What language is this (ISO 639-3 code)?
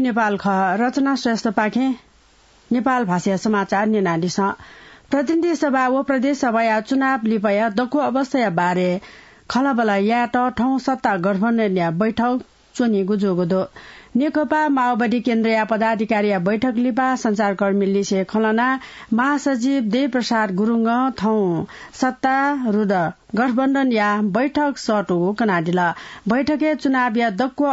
new